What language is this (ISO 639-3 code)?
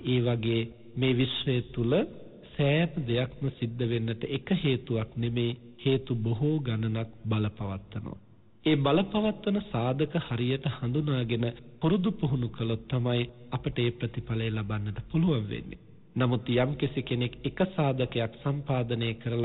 sin